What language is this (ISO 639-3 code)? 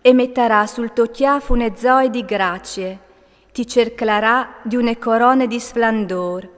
fur